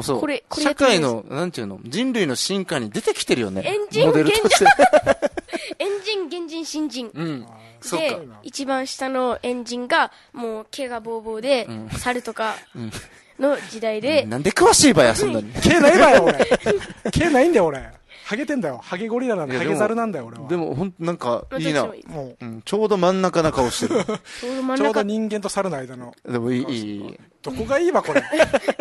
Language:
Japanese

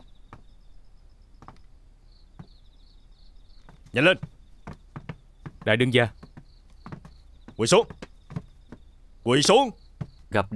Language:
Vietnamese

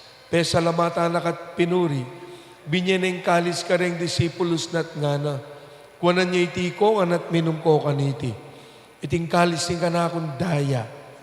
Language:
Pampanga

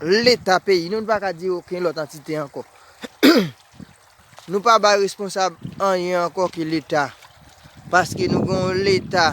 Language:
Haitian Creole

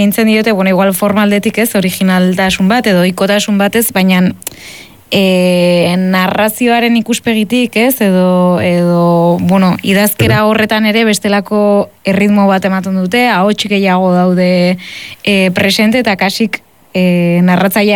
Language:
Basque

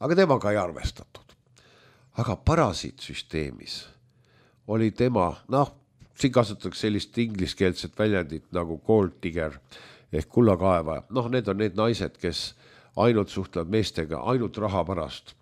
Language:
Estonian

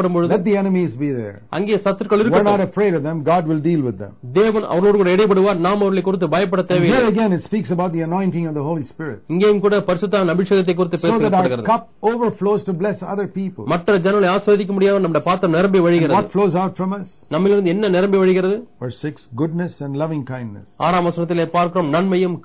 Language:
Tamil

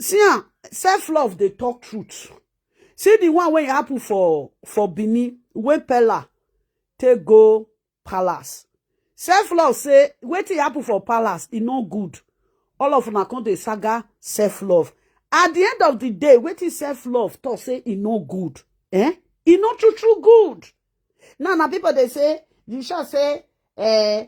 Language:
Nigerian Pidgin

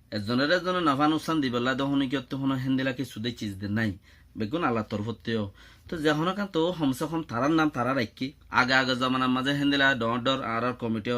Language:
Rohingya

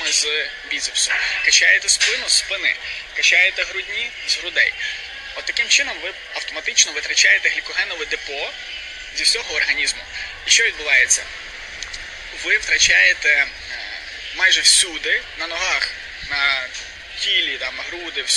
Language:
Ukrainian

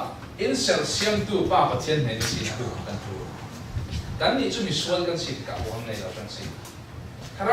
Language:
Falam Chin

